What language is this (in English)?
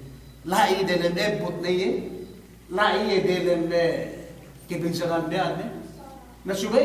Yakan